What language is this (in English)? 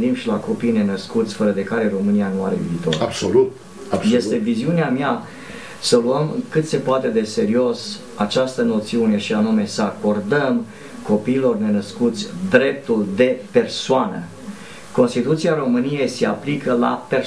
Romanian